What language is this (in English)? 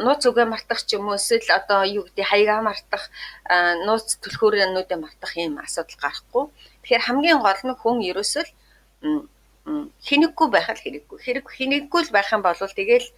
Mongolian